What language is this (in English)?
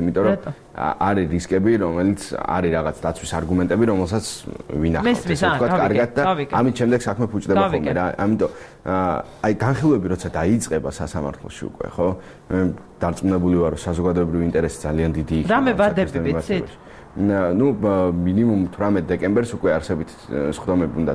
Georgian